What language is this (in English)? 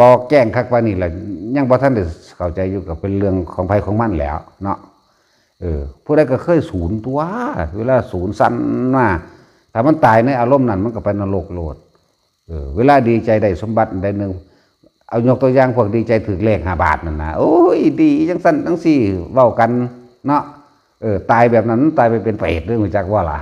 Northeastern Thai